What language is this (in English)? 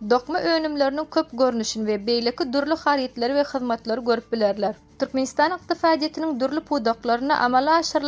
Turkmen